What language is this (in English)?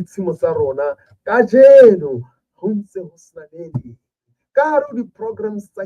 Southern Sotho